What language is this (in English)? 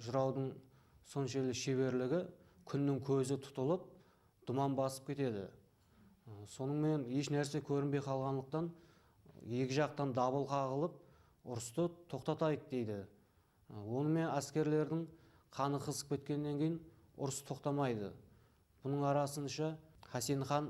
Kara-Kalpak